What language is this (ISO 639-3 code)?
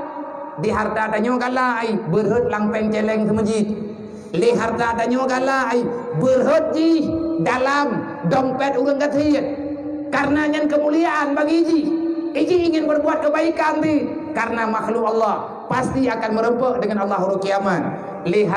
ace